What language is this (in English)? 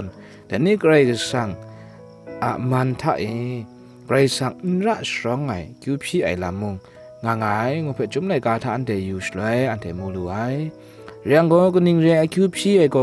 Kachin